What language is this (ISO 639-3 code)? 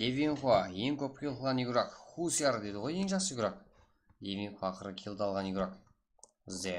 kaa